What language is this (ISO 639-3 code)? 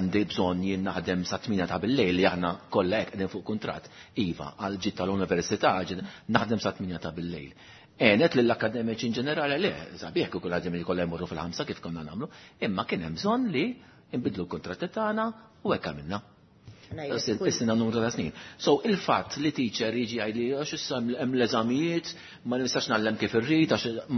mlt